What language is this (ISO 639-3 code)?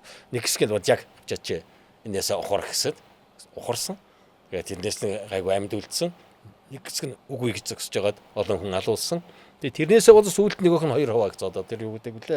mon